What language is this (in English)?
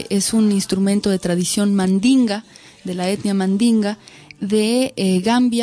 Spanish